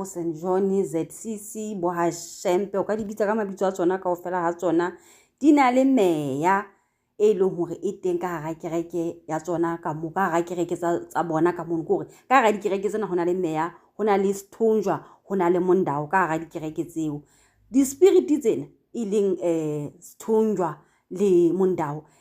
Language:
Southern Sotho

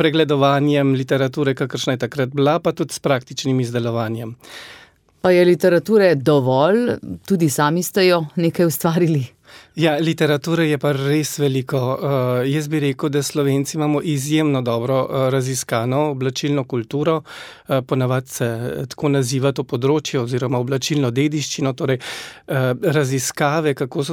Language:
Slovenian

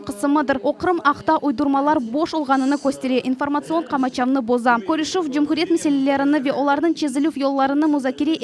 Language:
Crimean Tatar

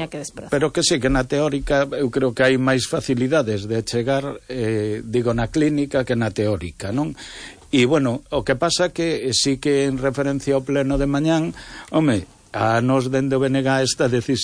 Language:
Galician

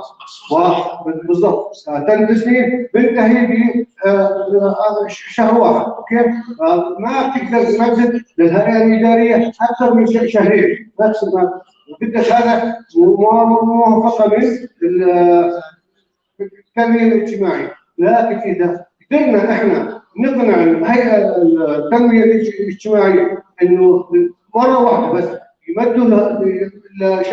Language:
North Levantine Arabic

